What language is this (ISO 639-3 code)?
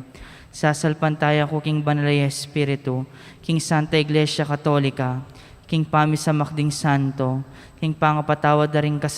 pam